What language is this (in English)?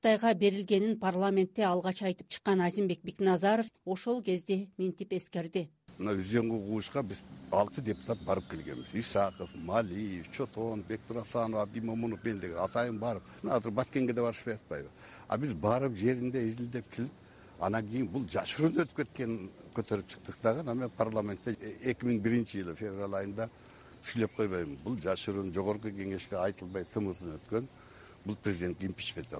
Kyrgyz